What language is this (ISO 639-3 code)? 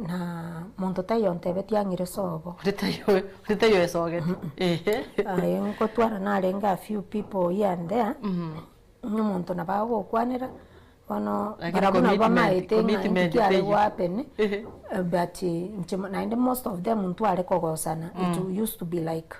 guz